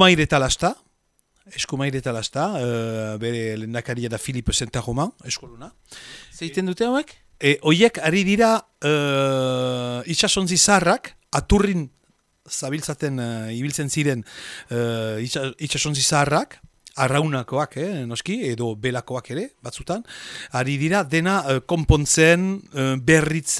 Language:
Basque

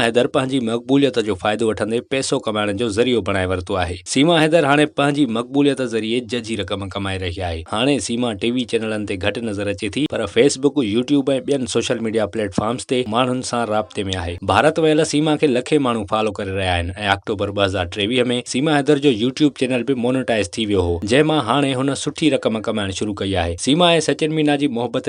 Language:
Sindhi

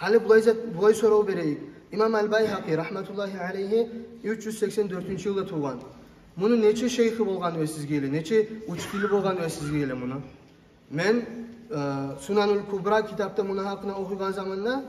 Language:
Kumyk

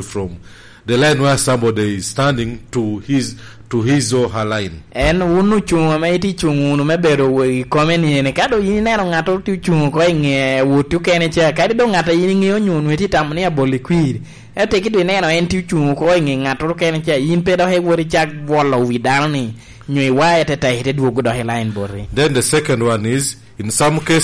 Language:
Lango (Uganda)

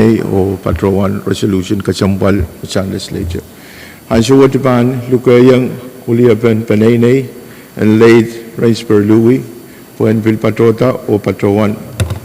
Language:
Pohnpeian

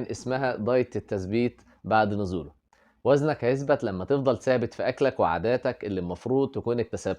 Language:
Egyptian Arabic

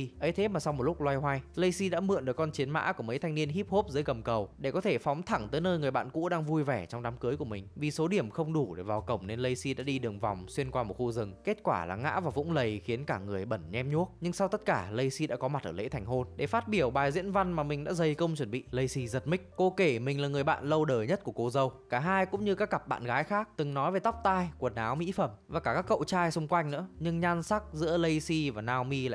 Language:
Vietnamese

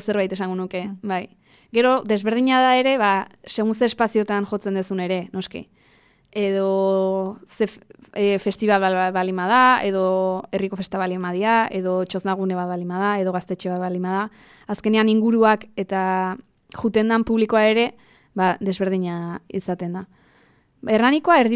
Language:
Basque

